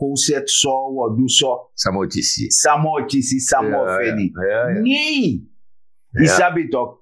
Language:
Sranan Tongo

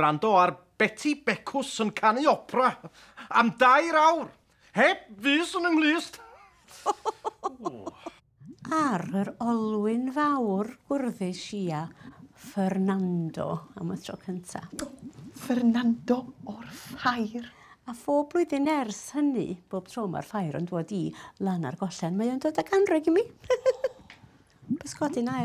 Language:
Welsh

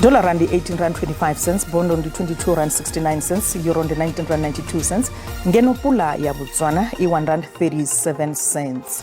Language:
Venda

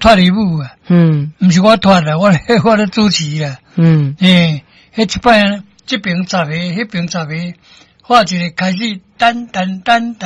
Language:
Min Nan Chinese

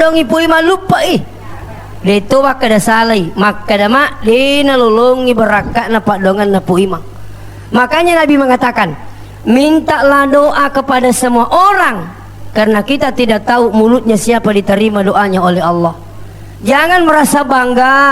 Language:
Buginese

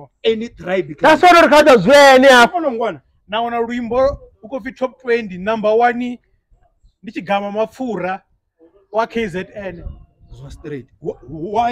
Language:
Venda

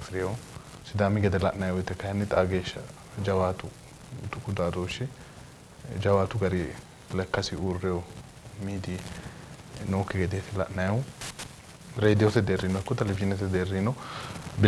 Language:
Sidamo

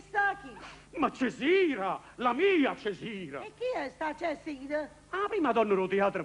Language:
Neapolitan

